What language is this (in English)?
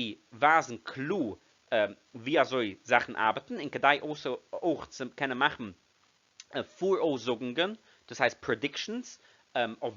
Yiddish